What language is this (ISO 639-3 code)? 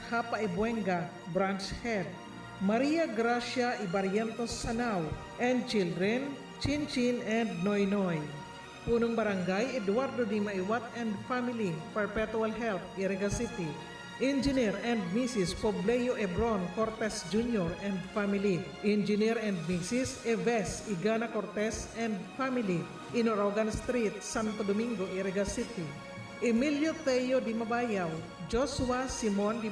bik